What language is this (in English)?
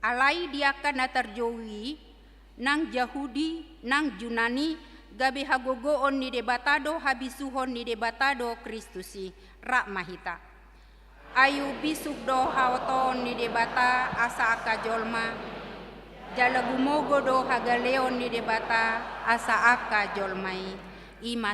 Batak Toba